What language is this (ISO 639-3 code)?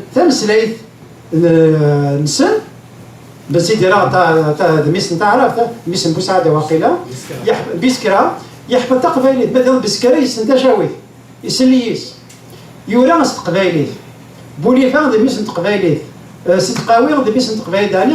kab